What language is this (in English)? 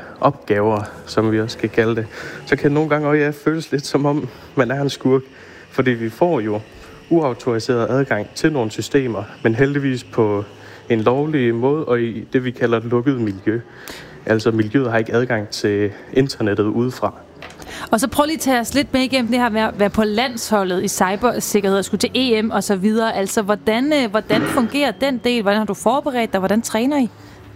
Danish